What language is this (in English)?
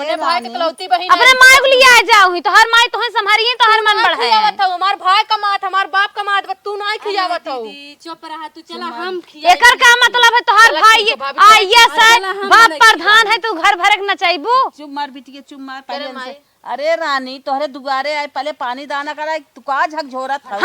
Awadhi